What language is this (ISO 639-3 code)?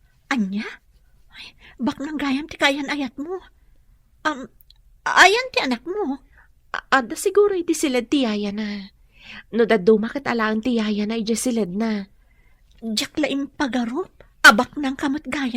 ilo